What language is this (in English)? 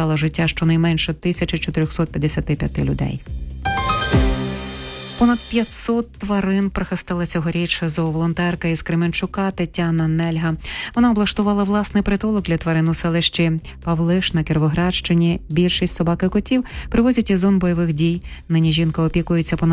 Ukrainian